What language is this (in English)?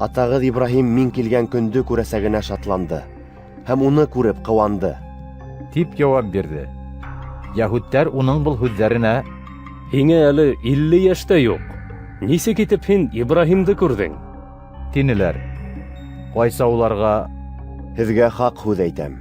Bashkir